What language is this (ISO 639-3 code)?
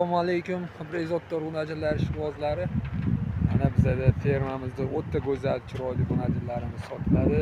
uzb